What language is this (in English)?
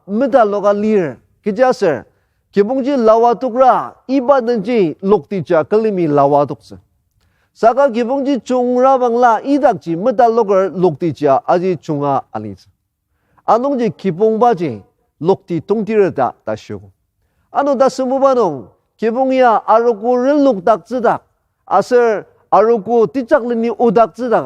Ao Naga